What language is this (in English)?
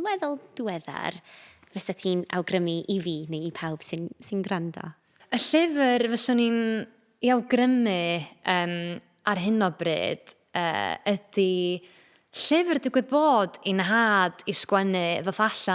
Welsh